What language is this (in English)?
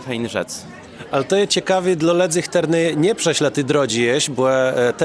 Kashubian